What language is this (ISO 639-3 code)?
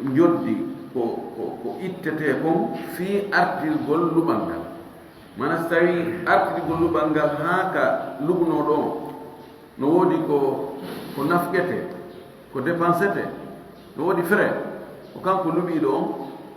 ful